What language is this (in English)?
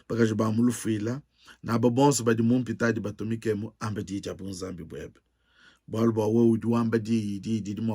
Luba-Lulua